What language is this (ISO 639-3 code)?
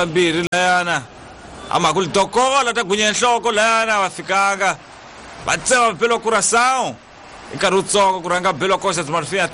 tso